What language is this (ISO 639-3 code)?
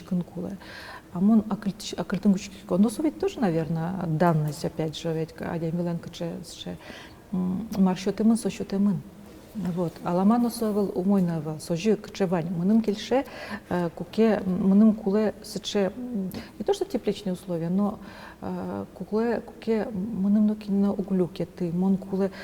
udm